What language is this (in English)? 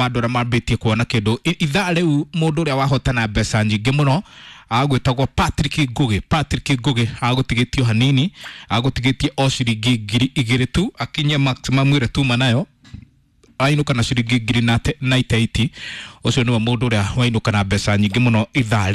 Kikuyu